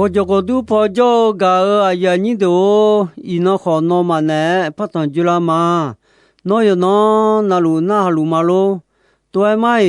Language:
Akha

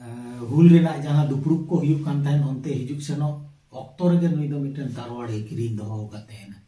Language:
Santali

